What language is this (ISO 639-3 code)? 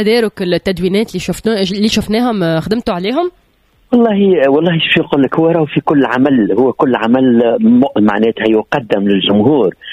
aeb